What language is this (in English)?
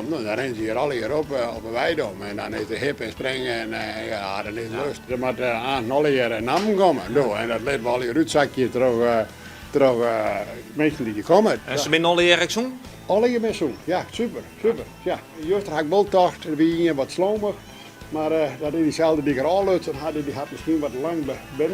Western Frisian